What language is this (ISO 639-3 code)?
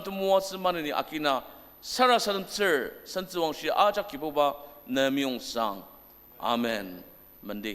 njo